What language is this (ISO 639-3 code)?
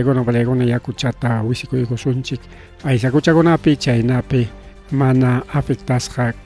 quy